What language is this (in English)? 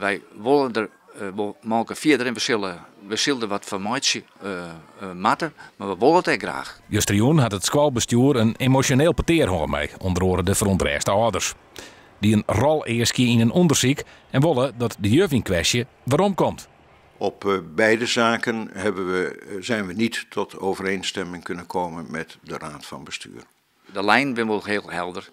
Western Frisian